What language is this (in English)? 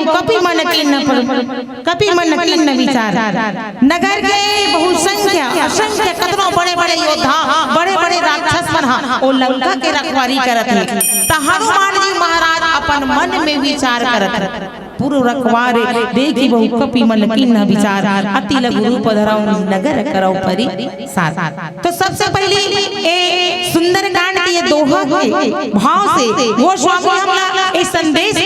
Chhattisgarhi